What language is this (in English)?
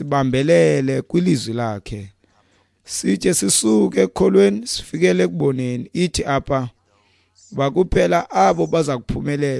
Xhosa